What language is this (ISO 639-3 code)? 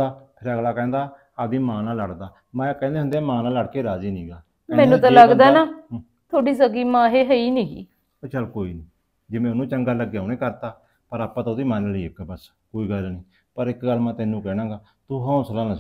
pan